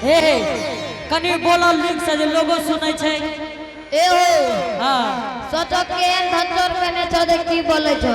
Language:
Angika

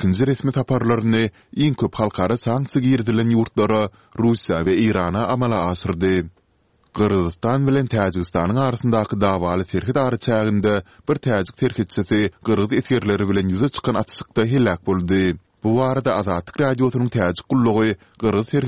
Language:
Turkmen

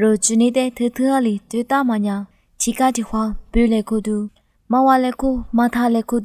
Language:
Lisu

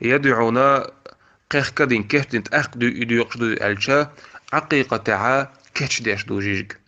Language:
Chechen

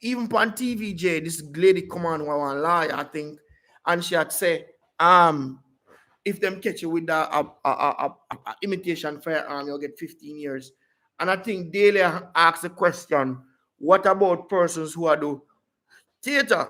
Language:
Jamaican Creole English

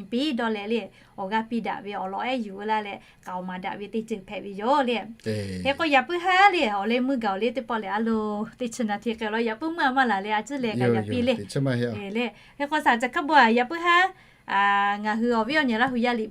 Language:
Lahu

